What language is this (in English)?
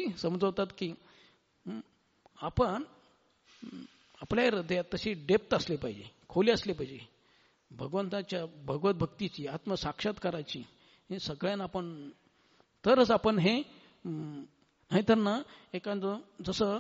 Marathi